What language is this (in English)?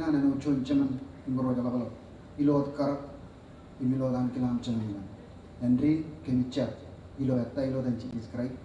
Marshallese